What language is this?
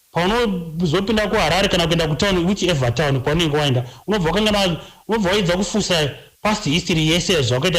Shona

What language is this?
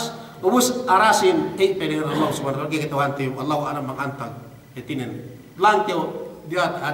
Yakan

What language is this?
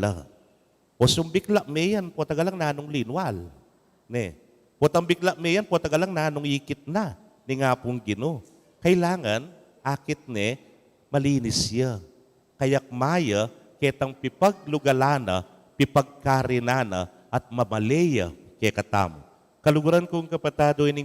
Pampanga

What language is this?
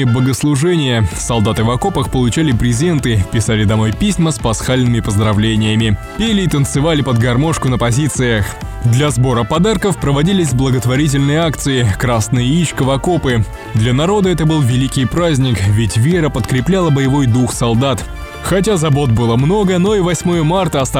Russian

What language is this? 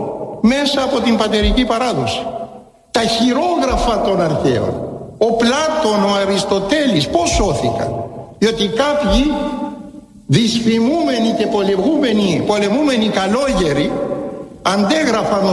Greek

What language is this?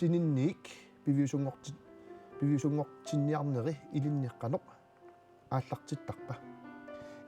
Kalaallisut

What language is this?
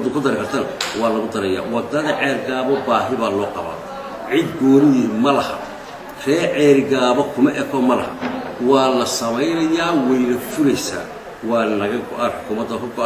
Somali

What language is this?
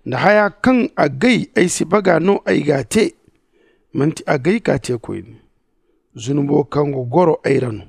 Zarma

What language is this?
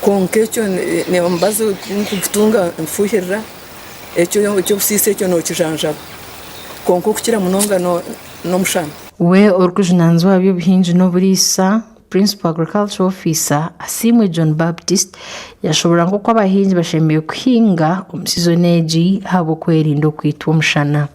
Nyankole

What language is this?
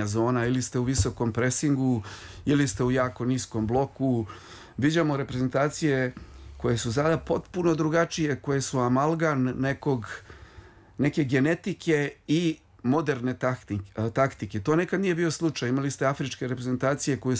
Serbian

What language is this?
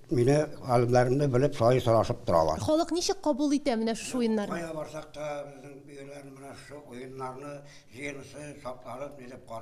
Tatar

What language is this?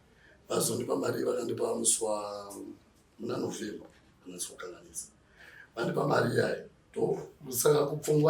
Shona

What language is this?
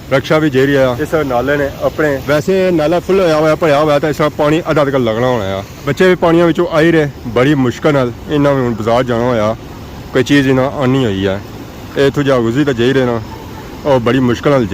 Pahari-Potwari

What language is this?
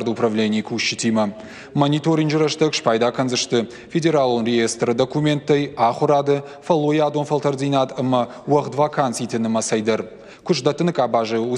Ossetic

